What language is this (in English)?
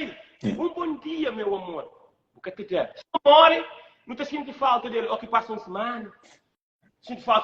Kabuverdianu